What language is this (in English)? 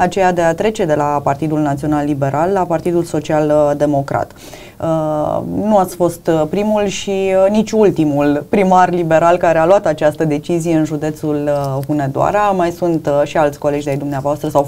Romanian